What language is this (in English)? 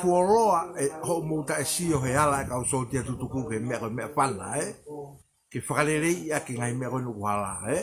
Tongan